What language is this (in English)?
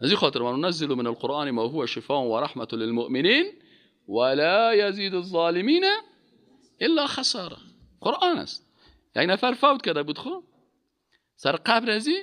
Persian